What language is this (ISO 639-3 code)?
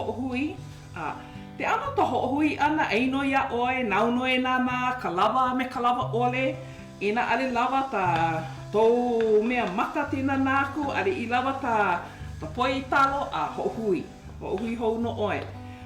haw